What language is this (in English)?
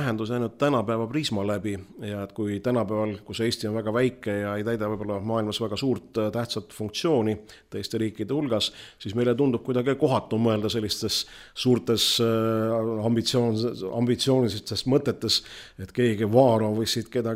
Estonian